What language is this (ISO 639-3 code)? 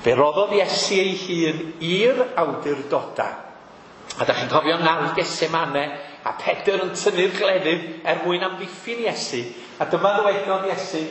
cym